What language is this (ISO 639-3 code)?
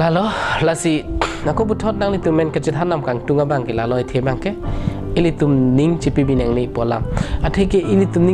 mjw